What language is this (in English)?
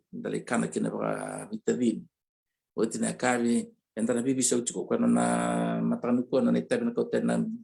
Fijian